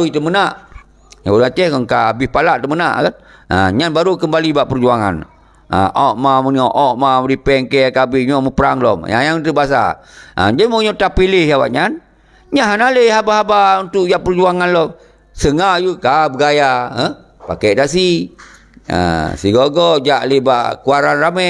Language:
Achinese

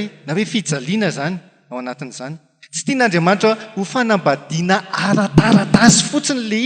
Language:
Malagasy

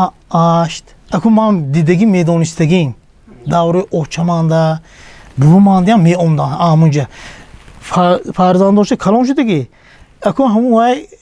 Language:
Tajik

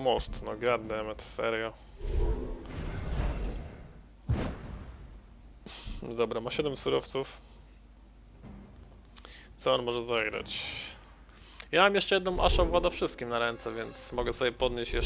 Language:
Polish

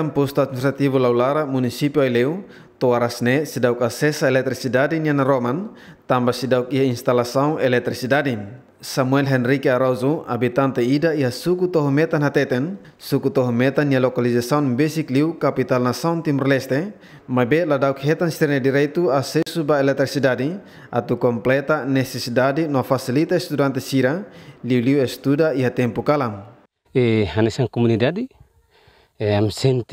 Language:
Tetum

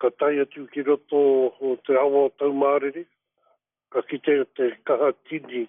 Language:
Māori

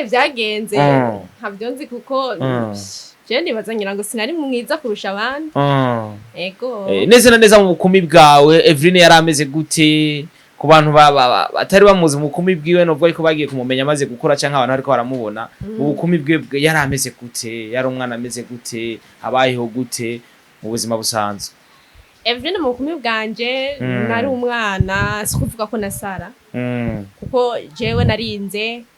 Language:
Rundi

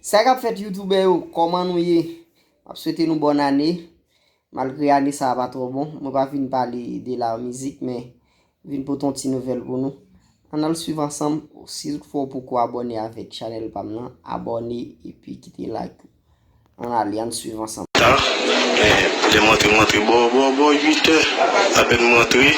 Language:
Haitian Creole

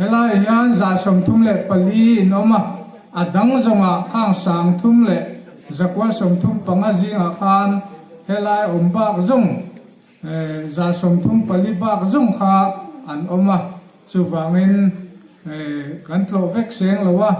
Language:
Hmar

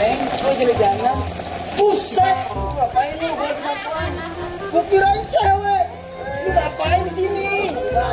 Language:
Betawi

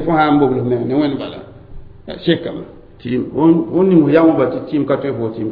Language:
Mossi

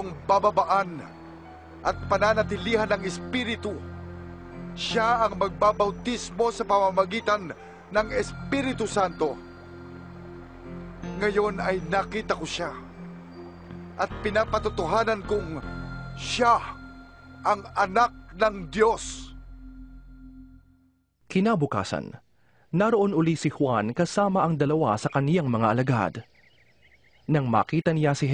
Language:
Filipino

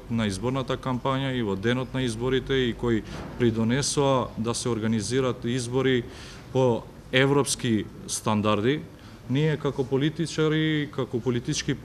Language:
Macedonian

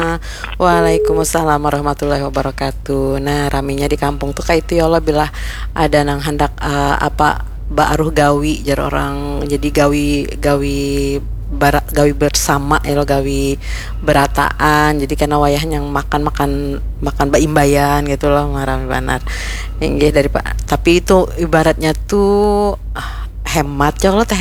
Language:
Banjar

